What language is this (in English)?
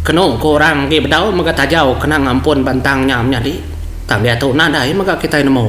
Iban